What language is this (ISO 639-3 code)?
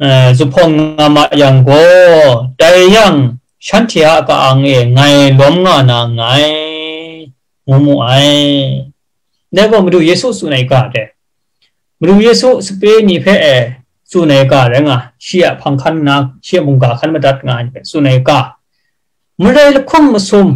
kac